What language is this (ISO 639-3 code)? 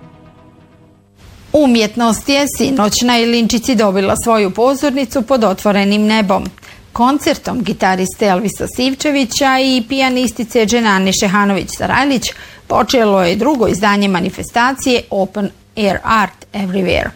bos